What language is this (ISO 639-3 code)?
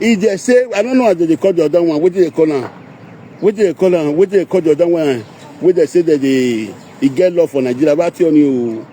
pcm